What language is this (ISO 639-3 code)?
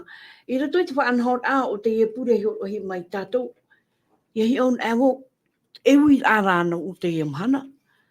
tah